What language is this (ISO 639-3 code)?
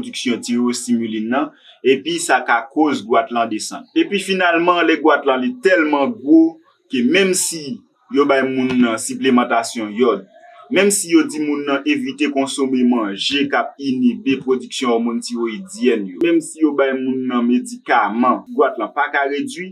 hat